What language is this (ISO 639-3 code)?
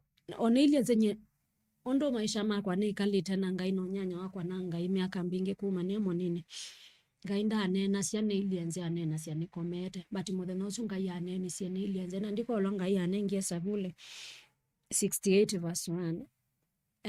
kam